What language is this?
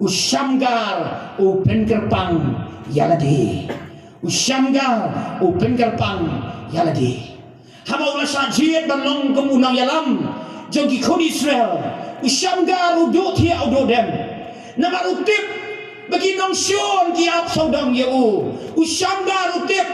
Khasi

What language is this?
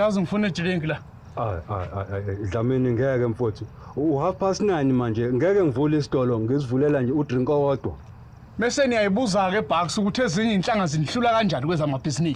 Zulu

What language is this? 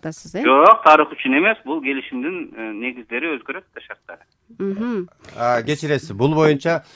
Kyrgyz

